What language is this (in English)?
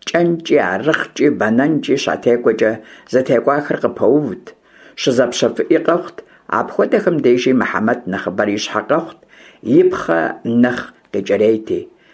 Kabardian